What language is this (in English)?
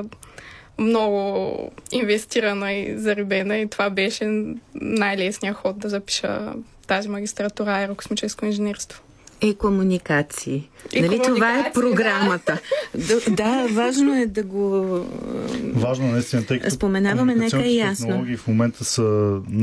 Bulgarian